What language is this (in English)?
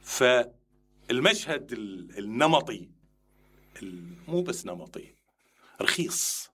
Mesopotamian Arabic